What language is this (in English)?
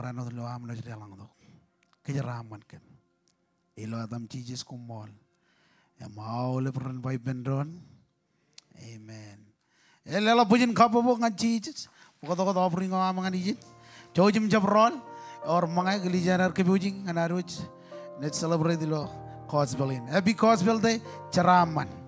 Marshallese